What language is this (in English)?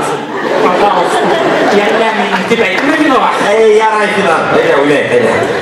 Bashkir